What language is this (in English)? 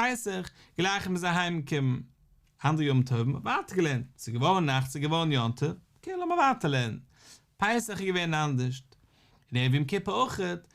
Yiddish